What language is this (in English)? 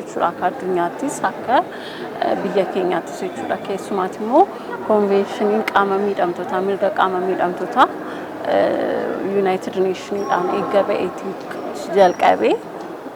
Oromo